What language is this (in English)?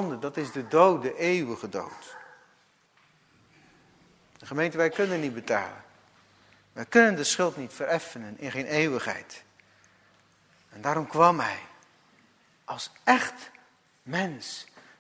Dutch